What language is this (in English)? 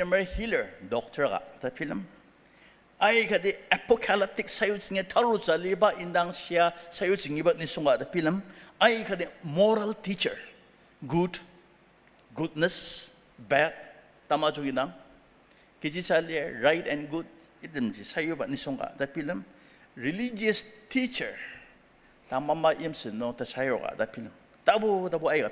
Ao Naga